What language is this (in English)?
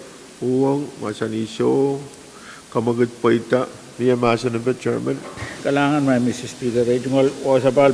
Pohnpeian